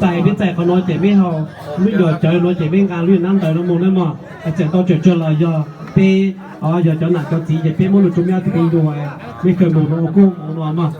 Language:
Hmong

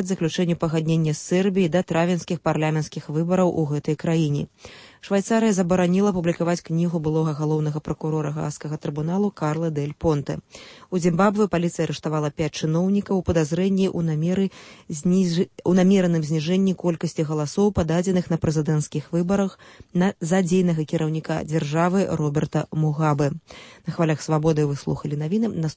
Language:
Belarusian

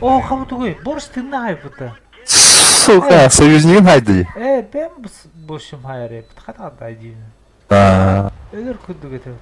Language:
Yakut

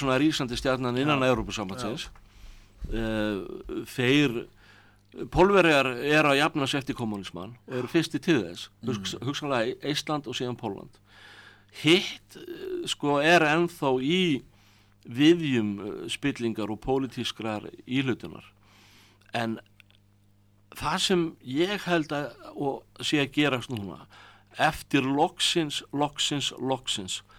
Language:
Icelandic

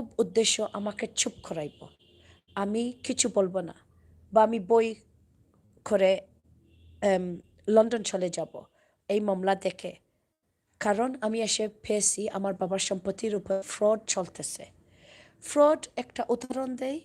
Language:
Sylheti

